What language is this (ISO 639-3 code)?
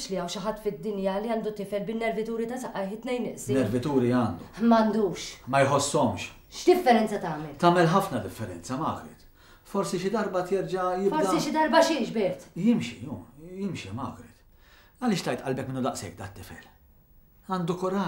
mlt